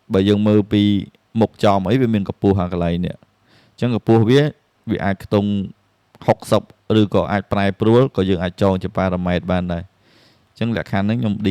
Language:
Khmer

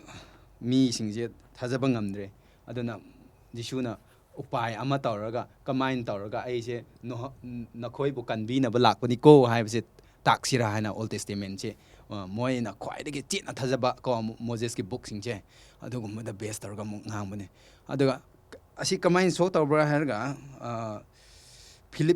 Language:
Manipuri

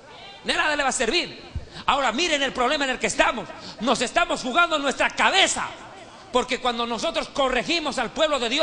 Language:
Spanish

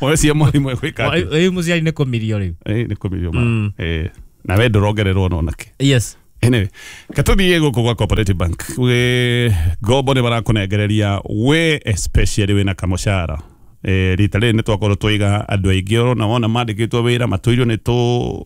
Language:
Kikuyu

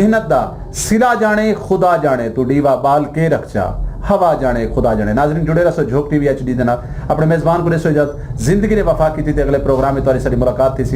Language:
Saraiki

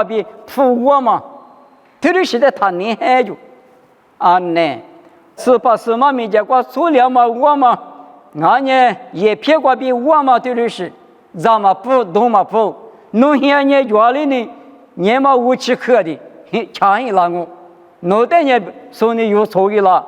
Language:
Lisu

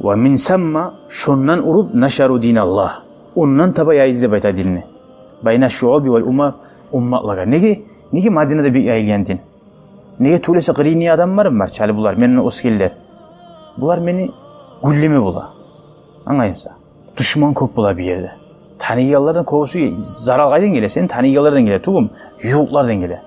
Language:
Kumyk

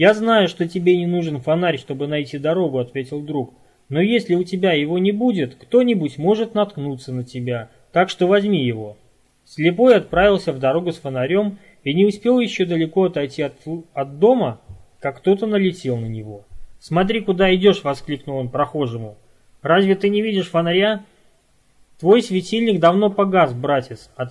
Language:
Russian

